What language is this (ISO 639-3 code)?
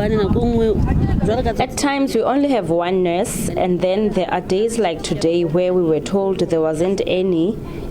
ven